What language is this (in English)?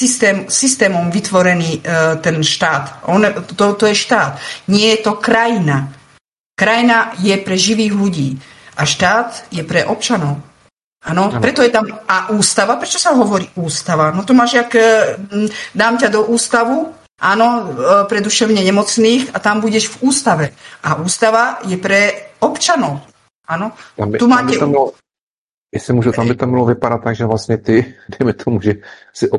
Czech